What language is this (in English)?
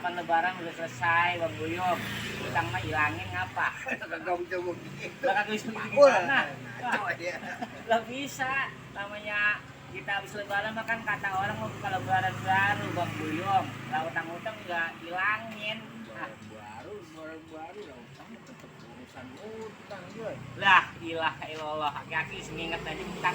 Betawi